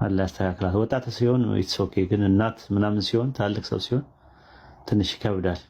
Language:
Amharic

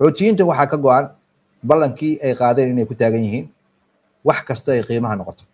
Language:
Somali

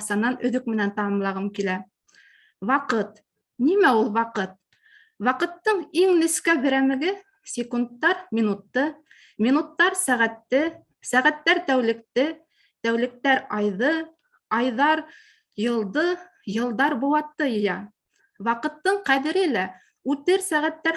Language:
Bashkir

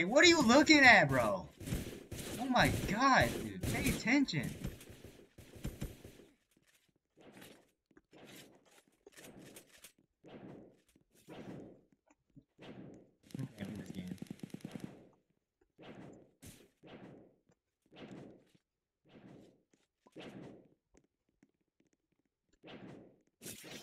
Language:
English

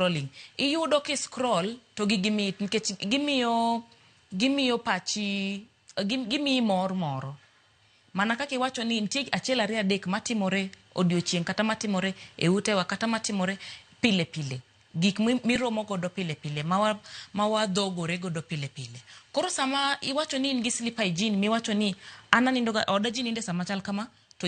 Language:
Luo (Kenya and Tanzania)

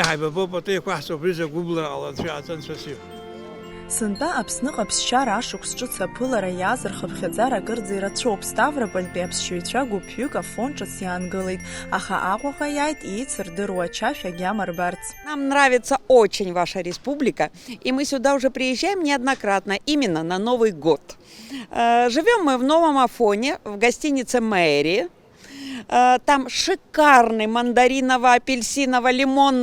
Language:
Abkhazian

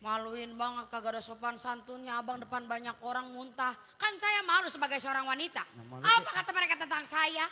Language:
Betawi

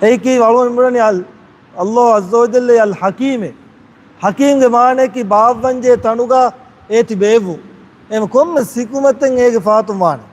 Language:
Divehi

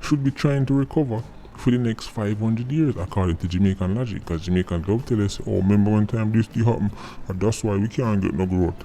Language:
Jamaican Creole English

